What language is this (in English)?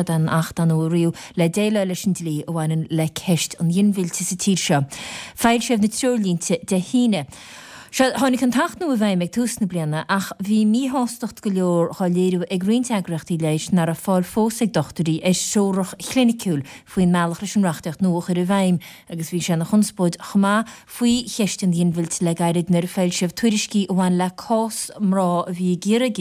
Irish